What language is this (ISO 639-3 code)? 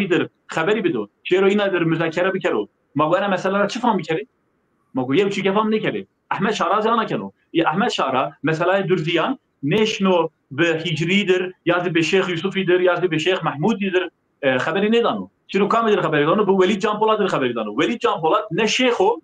zza